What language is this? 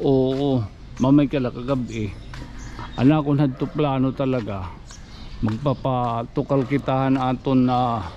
Waray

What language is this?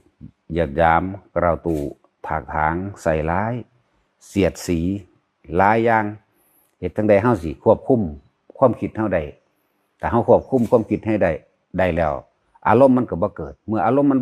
Northeastern Thai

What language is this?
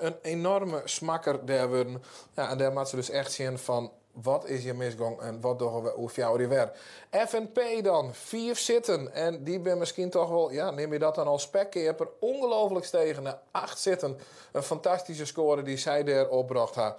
Western Frisian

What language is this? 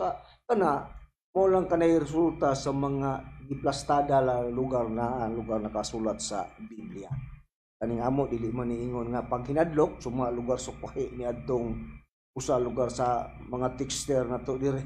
Cebuano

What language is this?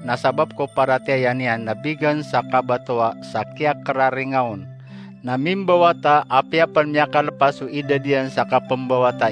Maranao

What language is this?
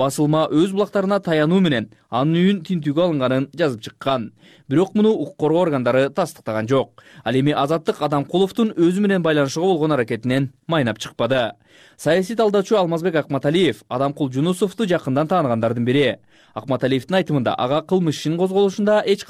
Kyrgyz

